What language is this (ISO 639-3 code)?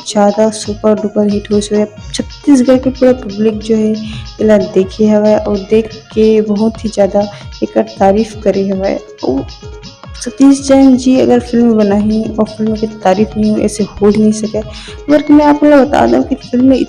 hne